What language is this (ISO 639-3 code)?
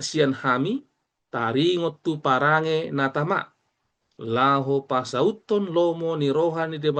bbc